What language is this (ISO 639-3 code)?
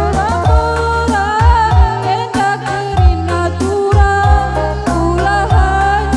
btx